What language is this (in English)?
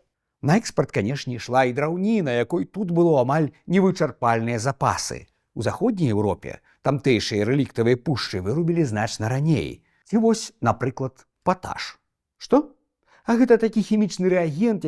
Belarusian